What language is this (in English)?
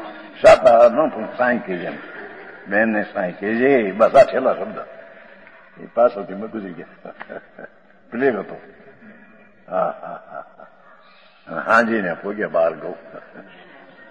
Gujarati